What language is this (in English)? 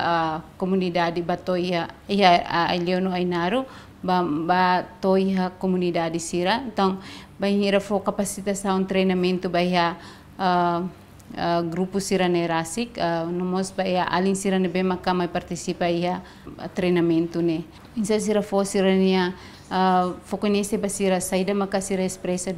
Tetum